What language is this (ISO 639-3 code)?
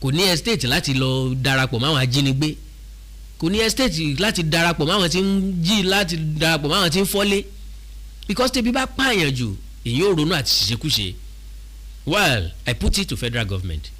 yor